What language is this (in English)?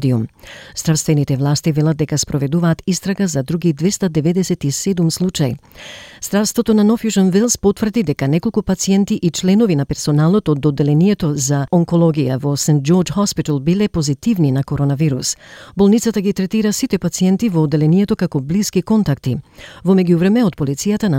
Macedonian